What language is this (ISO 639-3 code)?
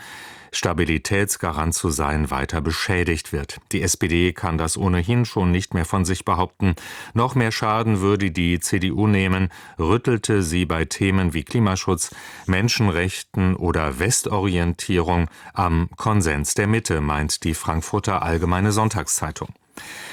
deu